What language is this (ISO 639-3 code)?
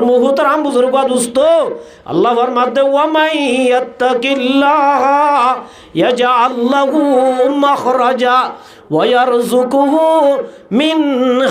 rhg